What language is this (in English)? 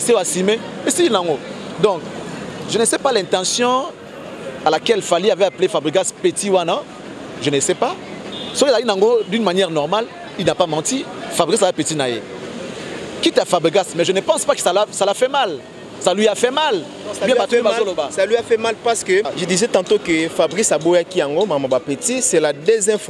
French